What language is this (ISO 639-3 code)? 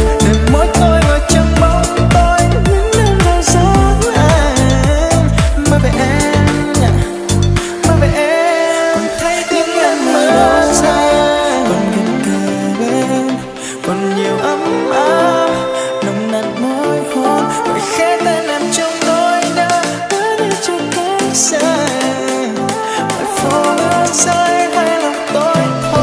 vie